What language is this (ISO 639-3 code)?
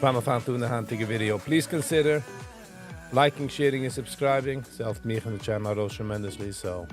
yid